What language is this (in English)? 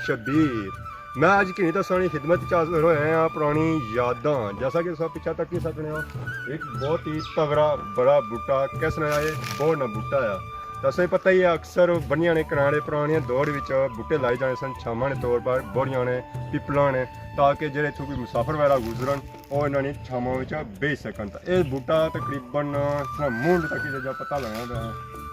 Pahari-Potwari